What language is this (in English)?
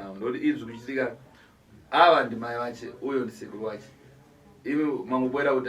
Shona